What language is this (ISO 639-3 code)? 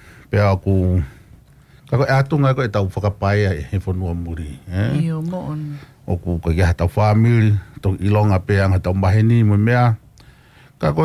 ton